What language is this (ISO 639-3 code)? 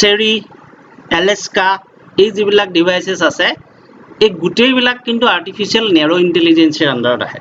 asm